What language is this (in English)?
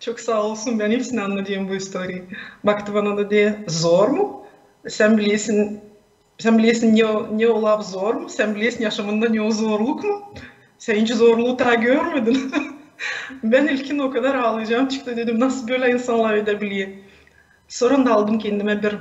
Gagauz